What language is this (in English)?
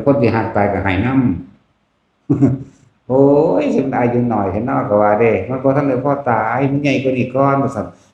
Northeastern Thai